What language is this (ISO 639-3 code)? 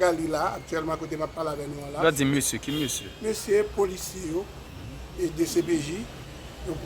hat